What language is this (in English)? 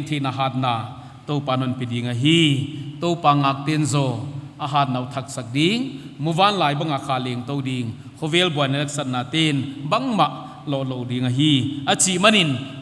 Paite Chin